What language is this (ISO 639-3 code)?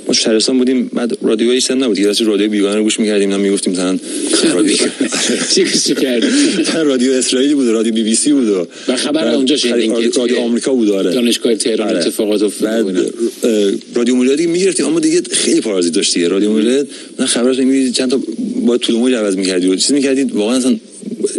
fas